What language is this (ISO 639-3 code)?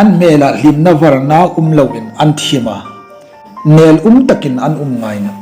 hmr